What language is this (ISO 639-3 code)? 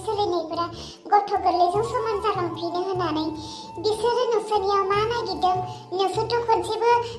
brx